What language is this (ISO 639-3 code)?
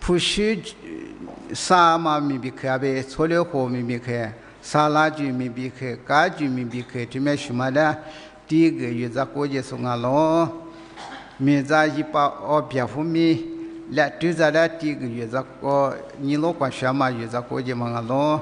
lis